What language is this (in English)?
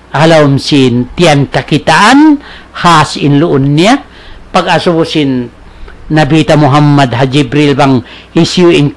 Tausug